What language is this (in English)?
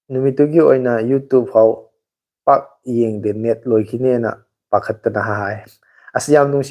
Manipuri